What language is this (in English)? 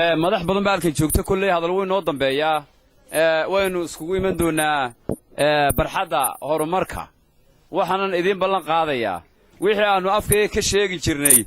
Somali